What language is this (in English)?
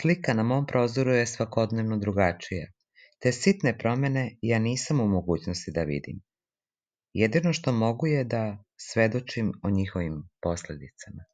Serbian